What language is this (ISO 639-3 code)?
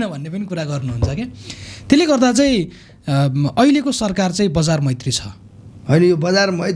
nep